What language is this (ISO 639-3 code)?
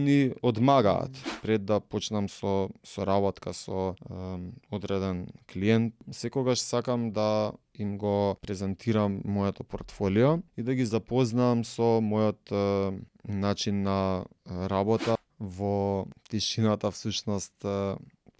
mkd